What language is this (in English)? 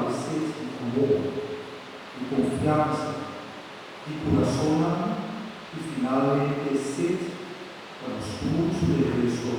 Papiamento